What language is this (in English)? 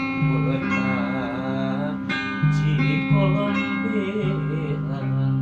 Sundanese